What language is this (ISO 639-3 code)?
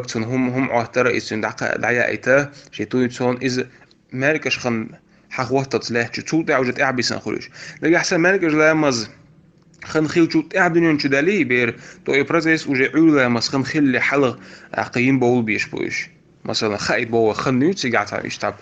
che